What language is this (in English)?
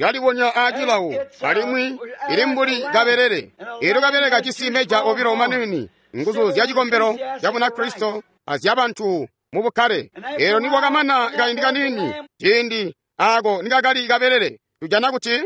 Tonga (Zambia)